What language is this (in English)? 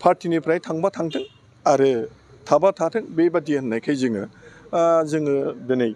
Bodo